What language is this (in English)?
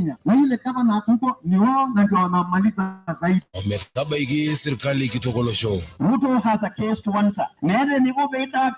Masai